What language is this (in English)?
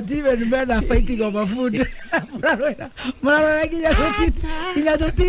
Kikuyu